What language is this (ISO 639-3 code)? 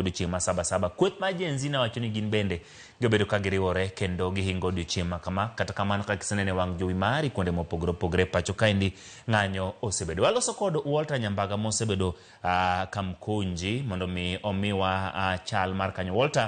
luo